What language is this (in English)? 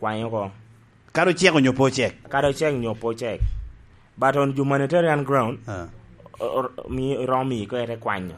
Lango (Uganda)